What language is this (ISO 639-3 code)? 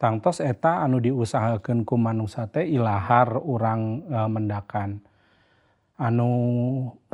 sun